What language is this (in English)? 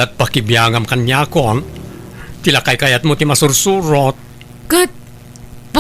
Iloko